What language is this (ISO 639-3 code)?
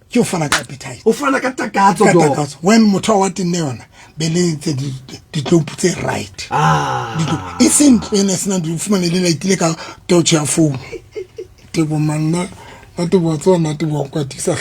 sot